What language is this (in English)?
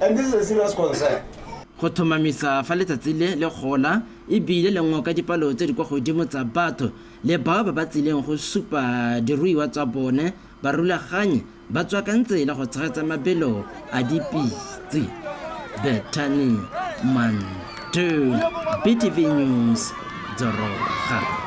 Tswana